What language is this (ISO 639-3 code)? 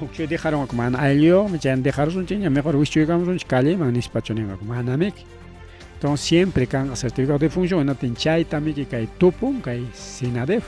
quy